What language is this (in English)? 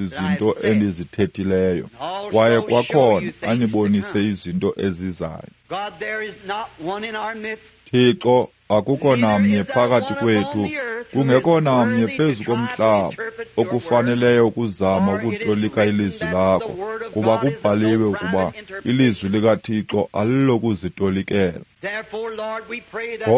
Xhosa